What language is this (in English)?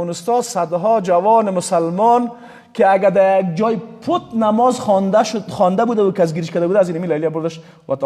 Persian